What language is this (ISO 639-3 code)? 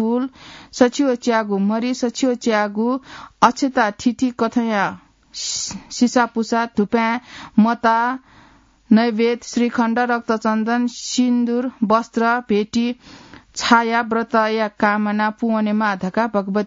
new